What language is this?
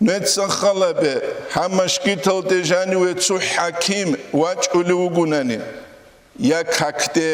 Avaric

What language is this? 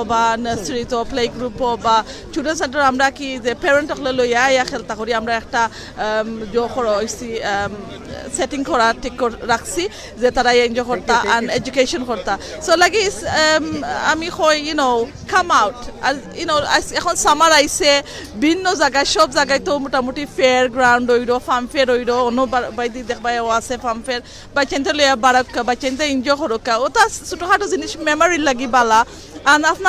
Sylheti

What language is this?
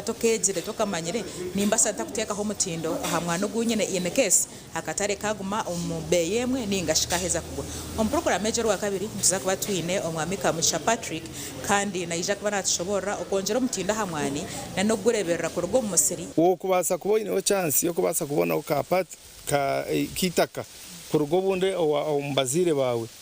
Nyankole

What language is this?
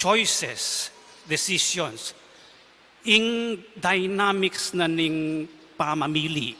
Pampanga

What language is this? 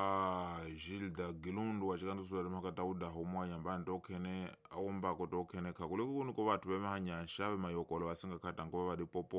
Tsonga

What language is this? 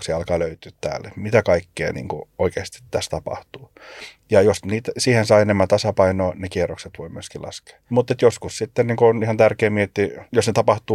Finnish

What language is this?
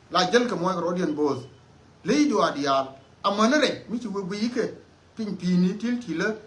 Nuer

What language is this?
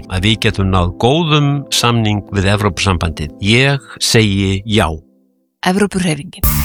Icelandic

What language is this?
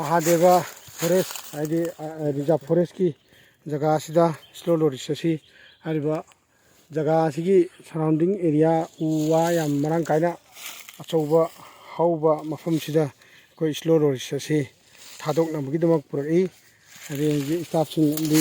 Manipuri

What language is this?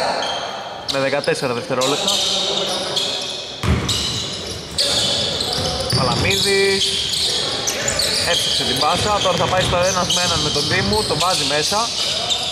Greek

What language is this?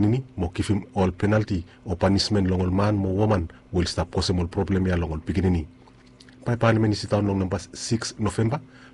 Bislama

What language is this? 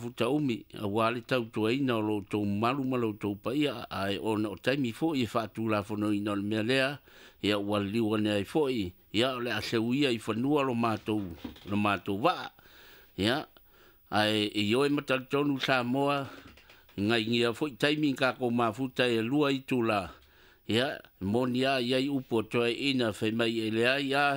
Samoan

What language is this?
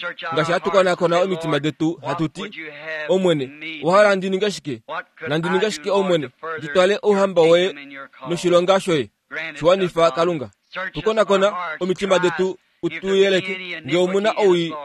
Kuanyama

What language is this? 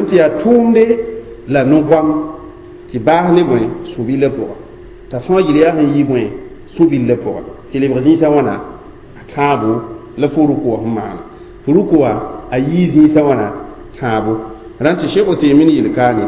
Mossi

